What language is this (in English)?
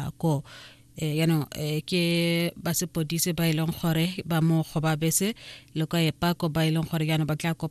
Tswana